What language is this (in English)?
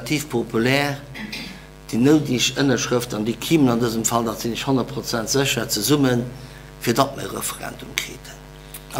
Luxembourgish